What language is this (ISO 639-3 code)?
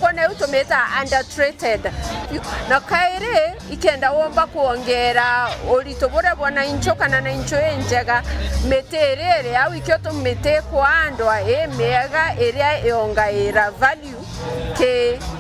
mer